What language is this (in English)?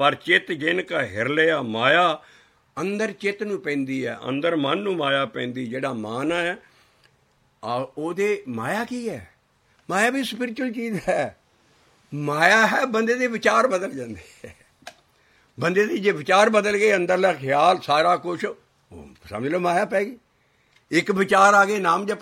Punjabi